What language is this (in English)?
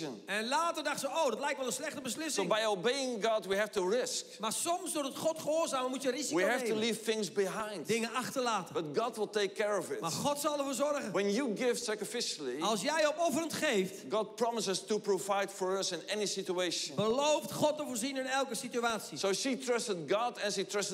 Dutch